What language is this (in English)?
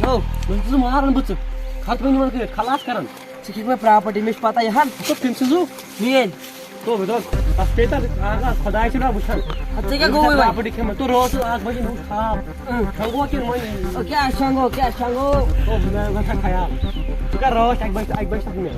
Kashmiri